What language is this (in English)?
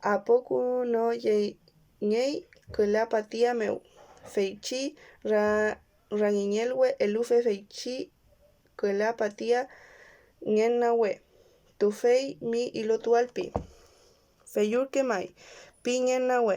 Mapuche